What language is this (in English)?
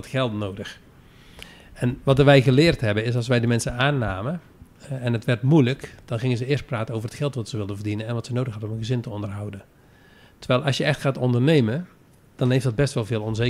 Dutch